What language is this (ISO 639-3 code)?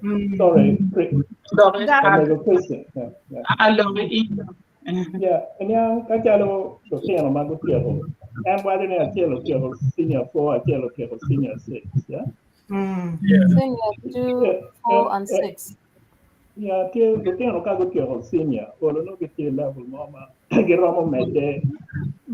ach